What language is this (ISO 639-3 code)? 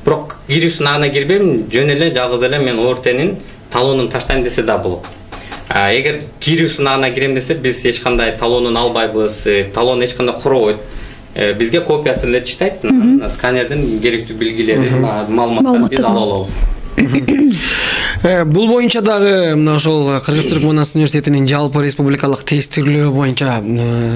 kir